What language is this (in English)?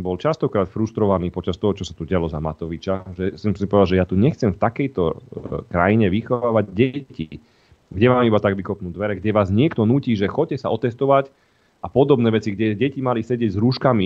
Slovak